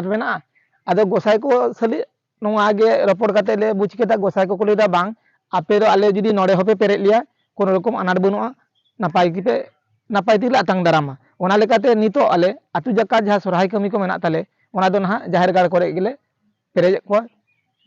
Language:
Santali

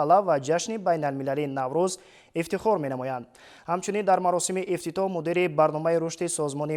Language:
Tajik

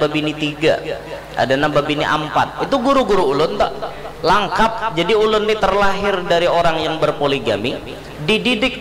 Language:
Banjar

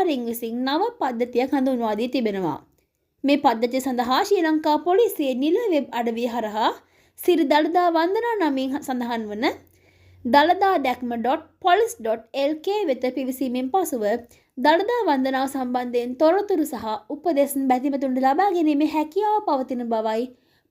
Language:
Sinhala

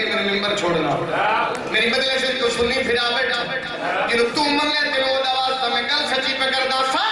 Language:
Urdu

